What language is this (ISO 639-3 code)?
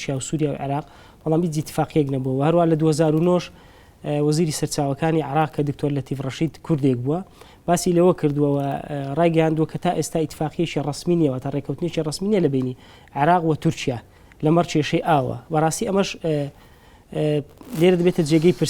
ckb